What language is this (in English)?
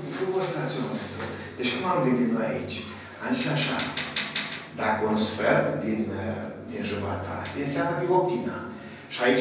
Romanian